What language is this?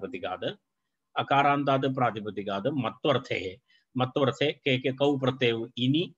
Sanskrit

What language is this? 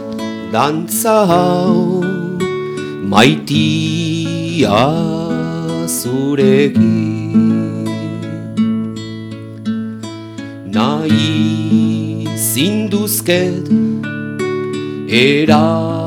Basque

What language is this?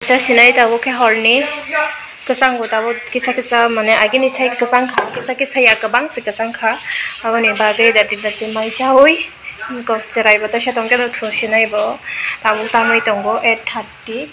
Kok Borok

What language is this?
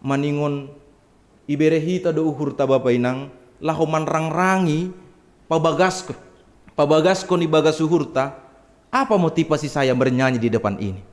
Batak Simalungun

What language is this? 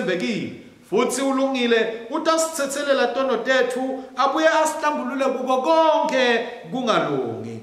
Swati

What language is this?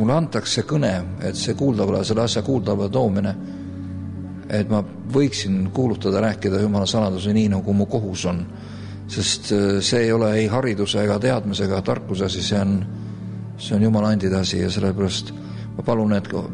Estonian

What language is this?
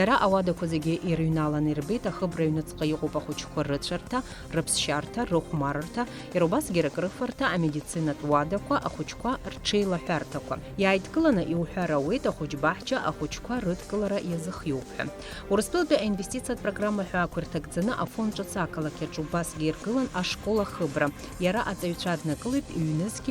Abkhazian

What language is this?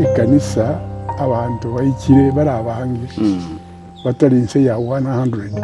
Gusii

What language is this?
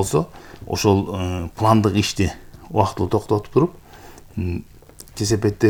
Kyrgyz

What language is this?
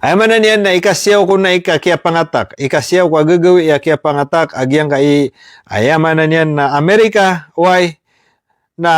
Maranao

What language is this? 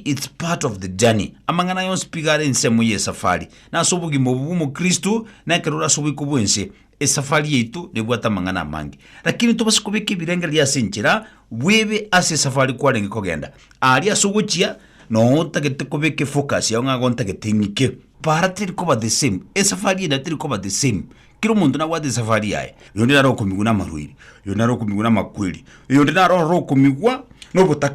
Gusii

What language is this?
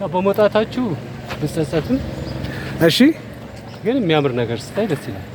Amharic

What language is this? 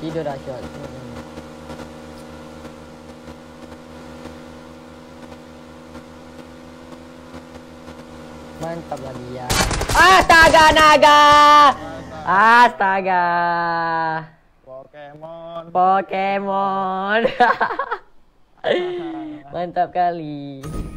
Malay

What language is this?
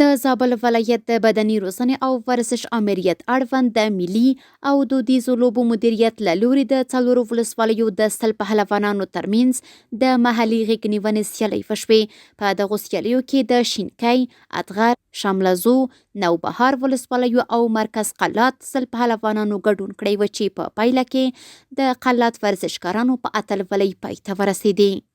Pashto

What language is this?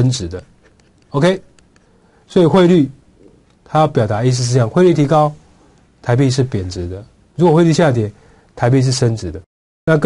Chinese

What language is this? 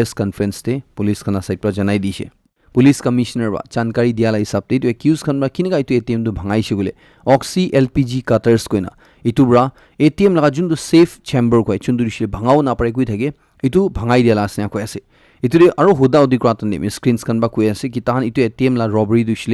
Naga Pidgin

